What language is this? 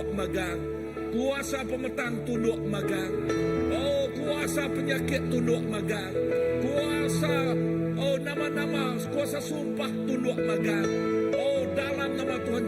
Iban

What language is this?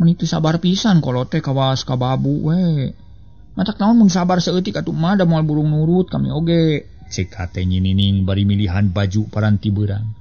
Sundanese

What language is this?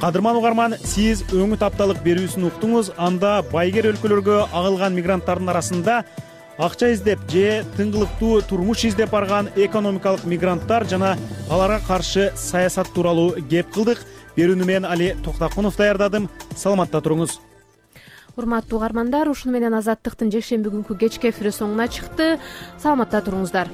Kyrgyz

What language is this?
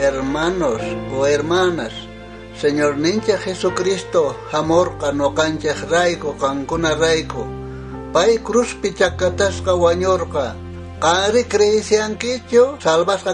South Bolivian Quechua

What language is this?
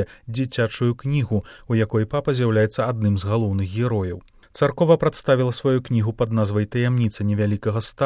Belarusian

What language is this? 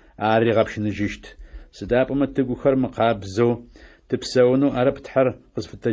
Adyghe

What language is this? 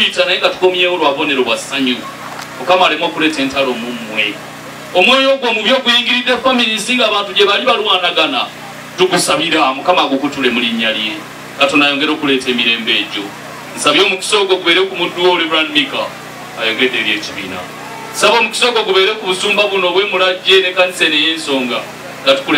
Ganda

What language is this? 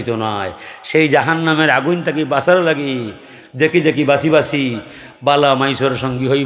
Sylheti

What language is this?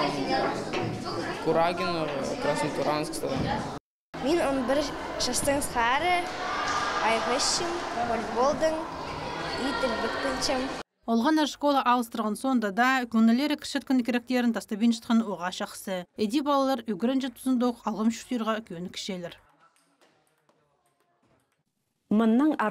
Khakas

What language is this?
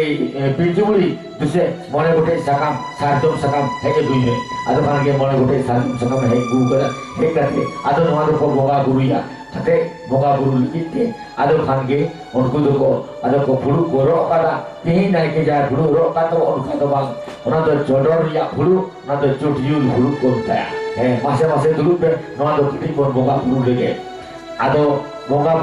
Santali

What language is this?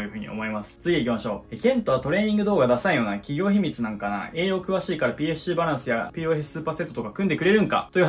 Japanese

